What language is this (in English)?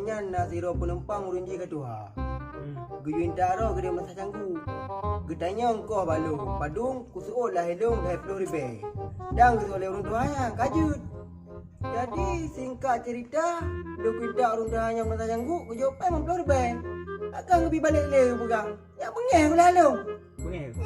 Achinese